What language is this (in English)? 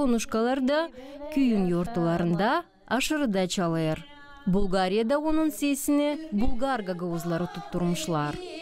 Gagauz